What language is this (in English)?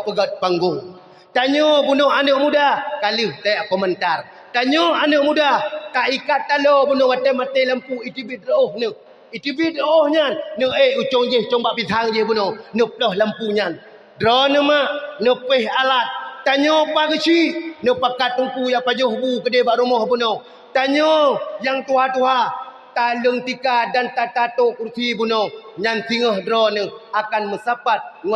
Achinese